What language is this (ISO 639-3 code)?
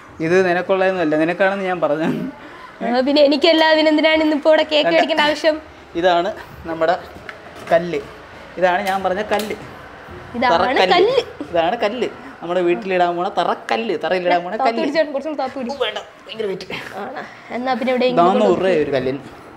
mal